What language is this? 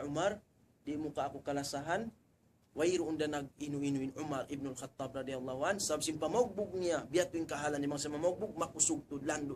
Tausug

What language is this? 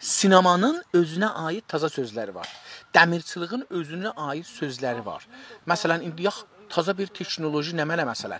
South Azerbaijani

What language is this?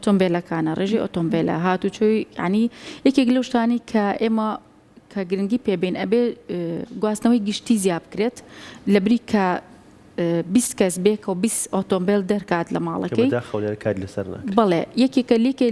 Central Kurdish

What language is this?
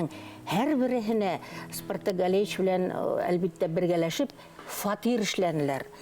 Bashkir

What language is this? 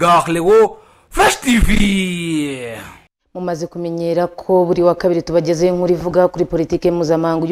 Kinyarwanda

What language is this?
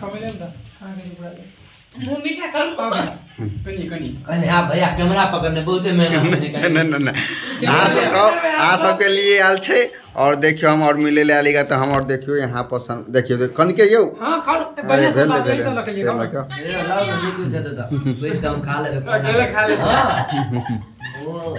Maithili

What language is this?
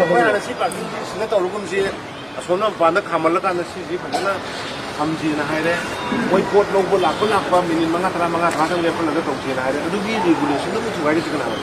Manipuri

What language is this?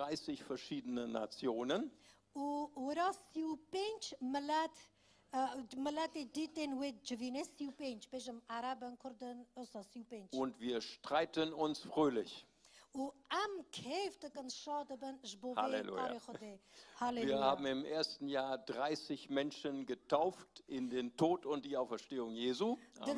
Kurdish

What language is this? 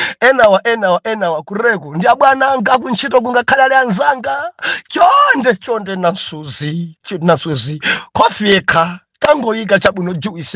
Nyanja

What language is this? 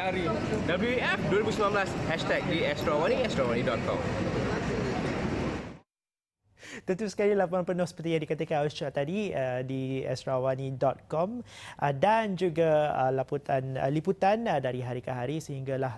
Malay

